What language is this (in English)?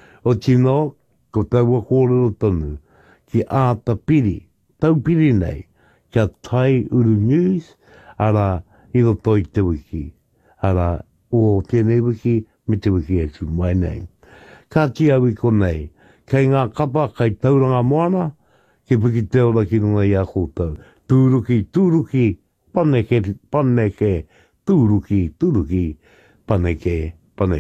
Māori